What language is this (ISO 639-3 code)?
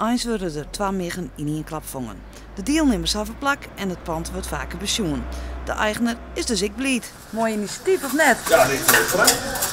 fry